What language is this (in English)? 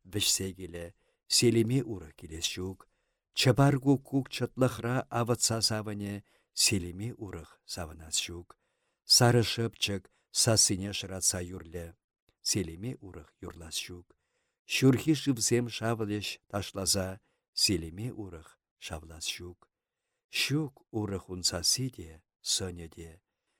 Chuvash